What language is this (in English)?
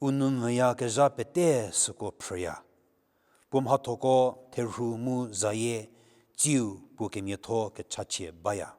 Angami Naga